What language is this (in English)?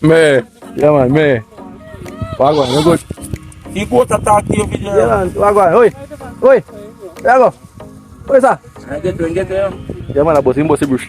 Jamaican Creole English